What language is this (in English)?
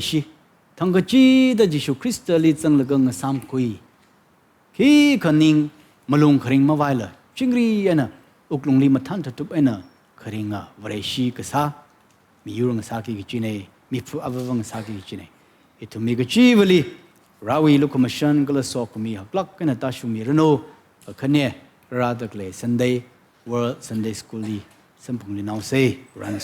Tangkhul Naga (India)